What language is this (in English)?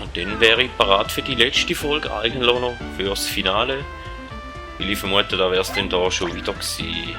Swiss German